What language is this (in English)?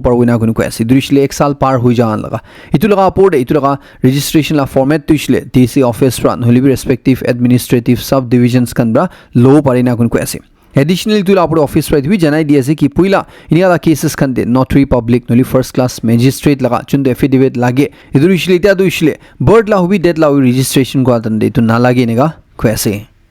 Naga Pidgin